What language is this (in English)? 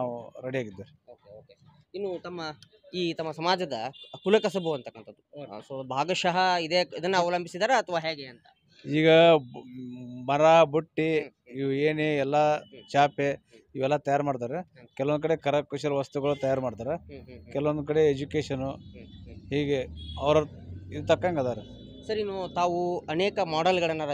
Kannada